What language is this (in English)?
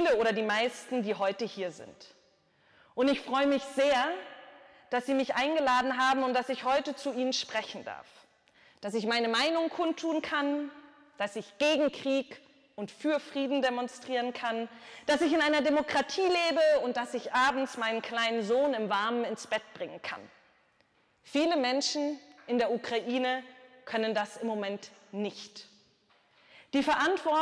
German